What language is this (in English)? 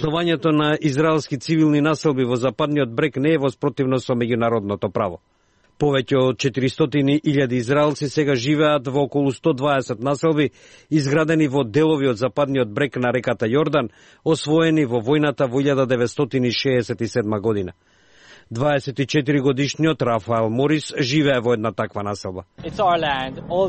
Macedonian